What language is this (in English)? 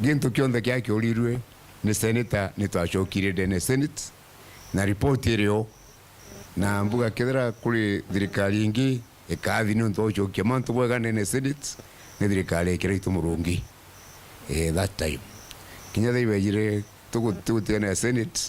Meru